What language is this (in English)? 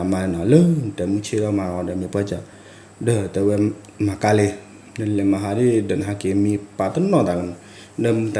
S'gaw Karen